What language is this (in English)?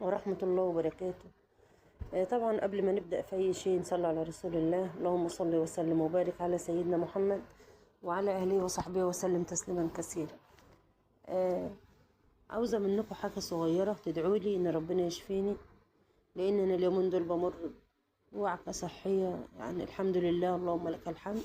Egyptian Arabic